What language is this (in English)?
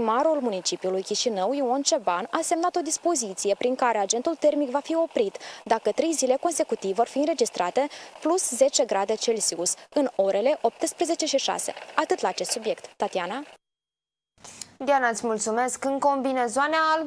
Romanian